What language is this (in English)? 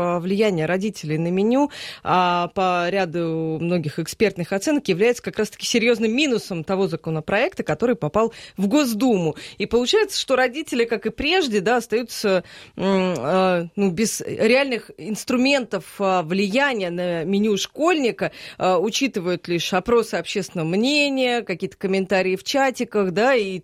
Russian